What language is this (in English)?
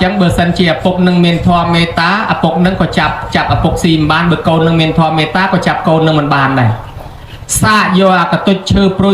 Khmer